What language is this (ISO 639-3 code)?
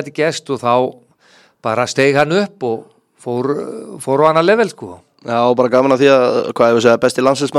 isl